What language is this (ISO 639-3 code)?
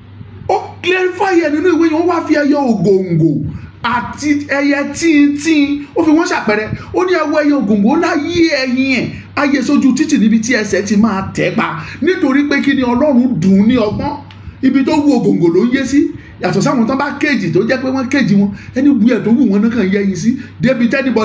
yor